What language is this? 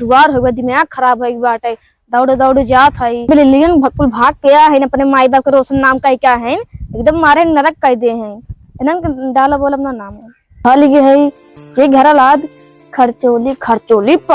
Awadhi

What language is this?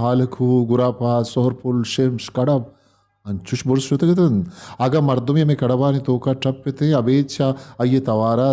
Eastern Balochi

